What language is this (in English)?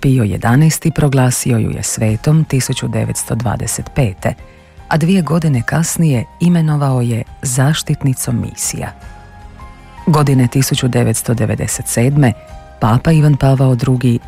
Croatian